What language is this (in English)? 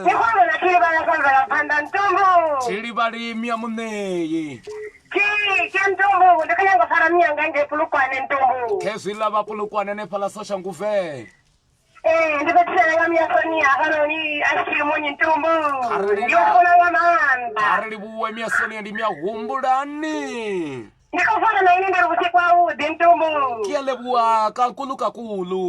Venda